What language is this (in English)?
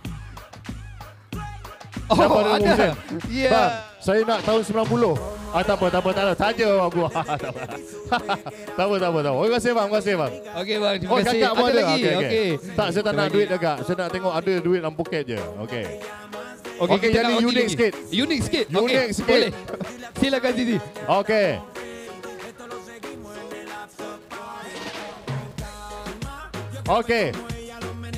Malay